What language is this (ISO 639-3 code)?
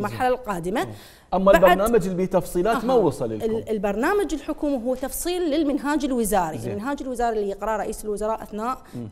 acm